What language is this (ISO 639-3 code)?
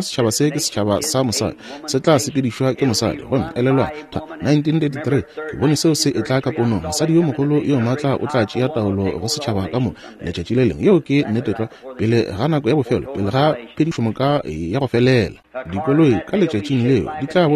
nso